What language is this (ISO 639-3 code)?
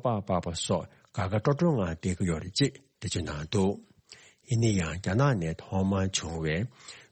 bod